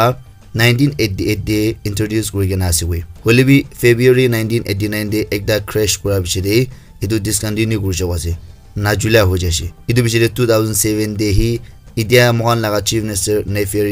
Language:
Naga Pidgin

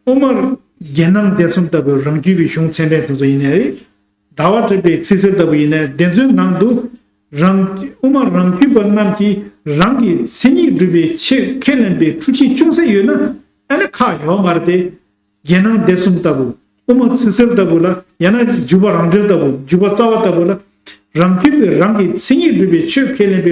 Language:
Tibetan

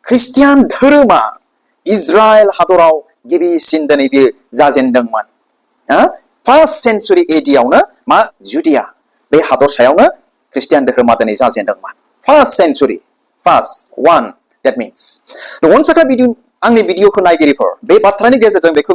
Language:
Bodo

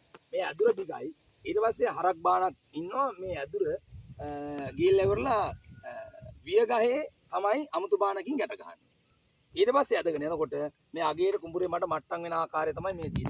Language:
Sinhala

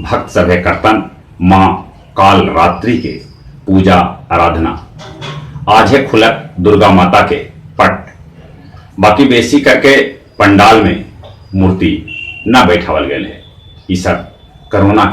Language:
Magahi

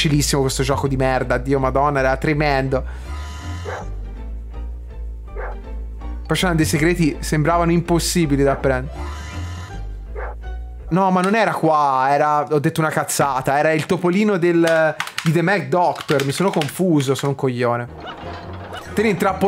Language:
Italian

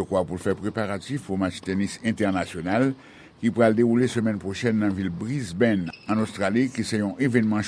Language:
Haitian Creole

